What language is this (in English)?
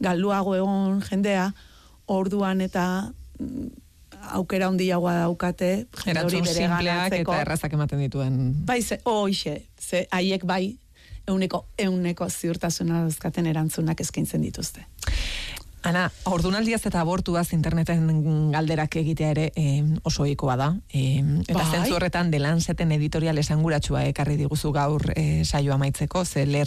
Basque